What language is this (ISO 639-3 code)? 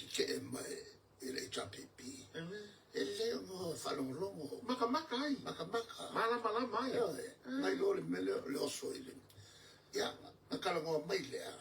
smo